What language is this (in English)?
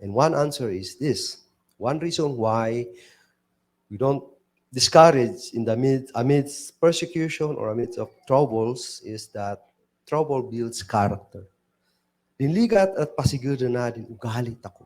Kankanaey